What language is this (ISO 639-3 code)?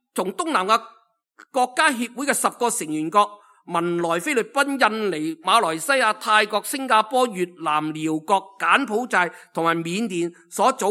yue